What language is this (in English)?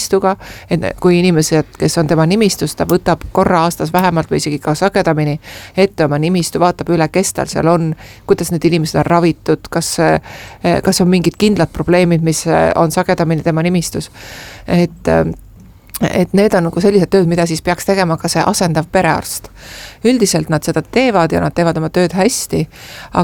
Estonian